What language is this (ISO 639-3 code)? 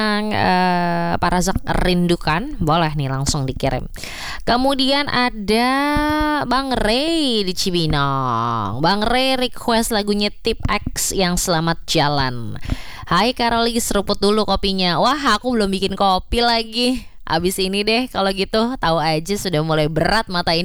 ind